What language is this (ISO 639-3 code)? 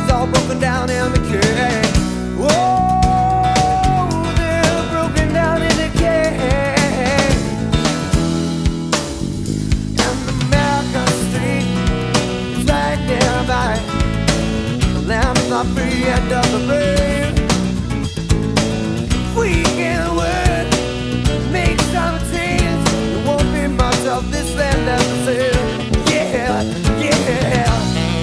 eng